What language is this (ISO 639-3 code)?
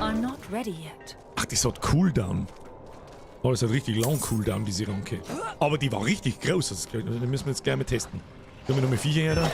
bar